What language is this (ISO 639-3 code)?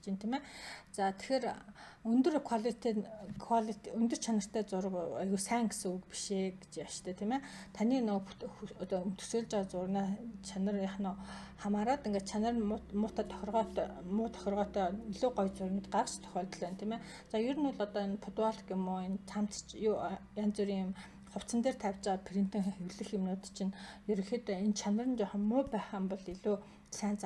mon